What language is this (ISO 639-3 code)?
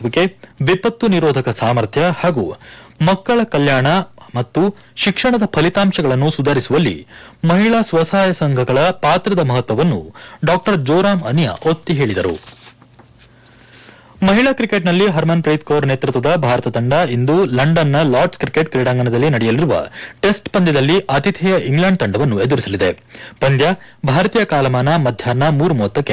kan